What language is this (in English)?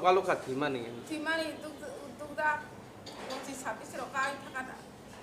Kok Borok